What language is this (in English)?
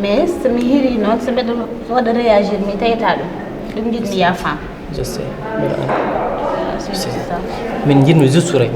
Fula